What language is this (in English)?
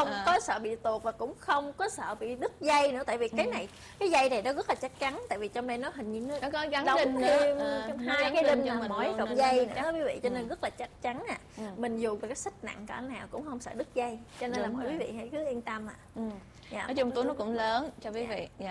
Vietnamese